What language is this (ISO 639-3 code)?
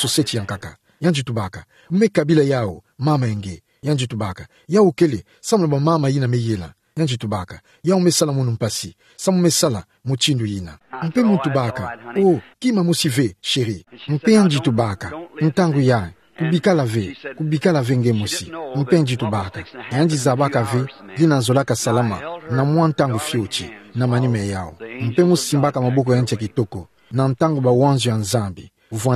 ktu